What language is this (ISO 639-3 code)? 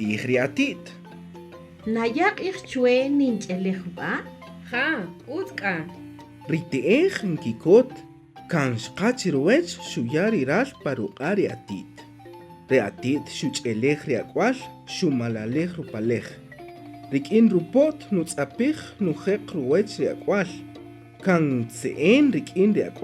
cak